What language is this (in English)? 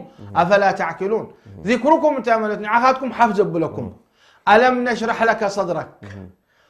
Tigrinya